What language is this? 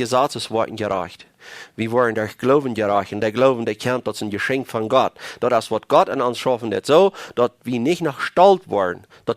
Plautdietsch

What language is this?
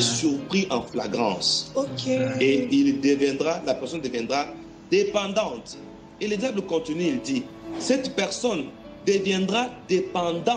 French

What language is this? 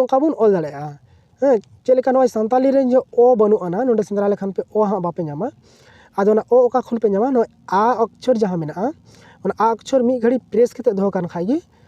Santali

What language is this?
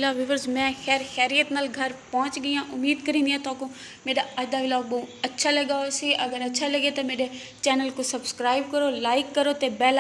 Saraiki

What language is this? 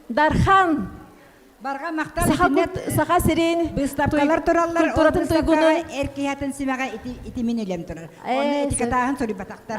Yakut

